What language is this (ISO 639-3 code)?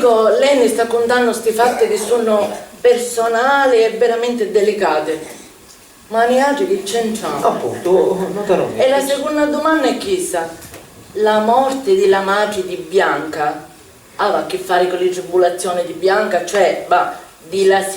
scn